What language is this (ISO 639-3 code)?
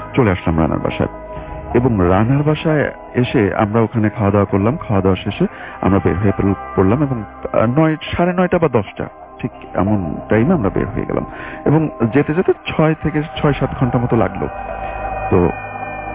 ben